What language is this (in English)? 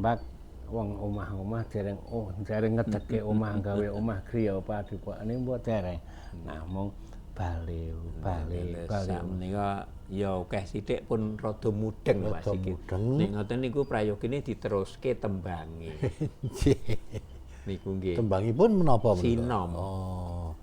Javanese